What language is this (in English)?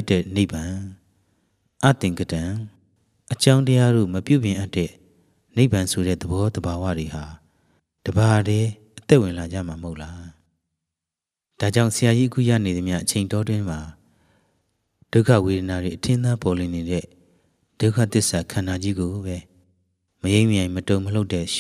Burmese